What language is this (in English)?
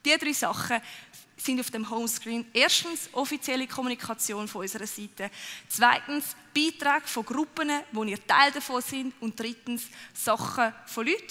Swiss German